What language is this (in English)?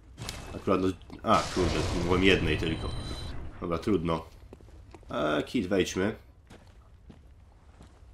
Polish